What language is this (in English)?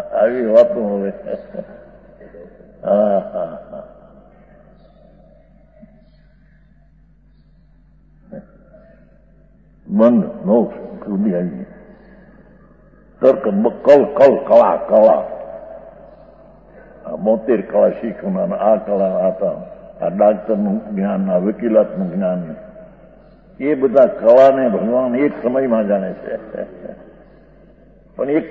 Gujarati